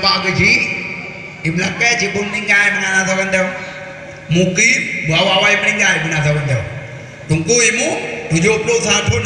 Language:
Achinese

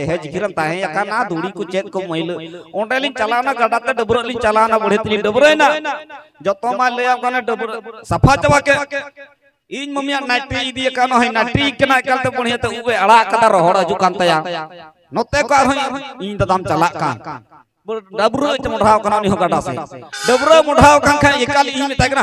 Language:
Santali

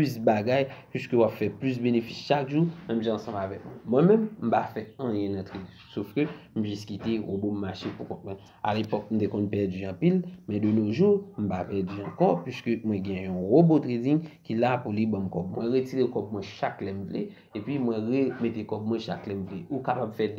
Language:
Haitian Creole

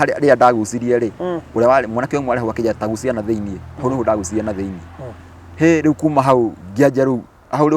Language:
Kikuyu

